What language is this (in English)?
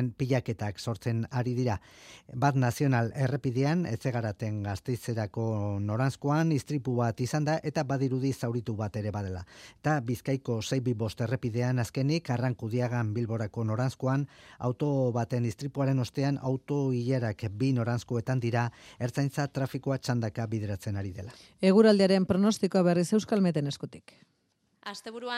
Basque